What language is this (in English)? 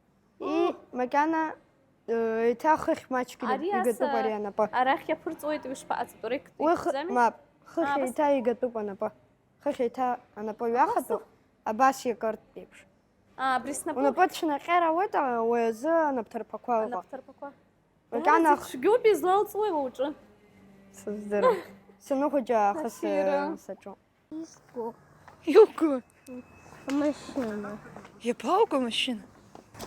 Abkhazian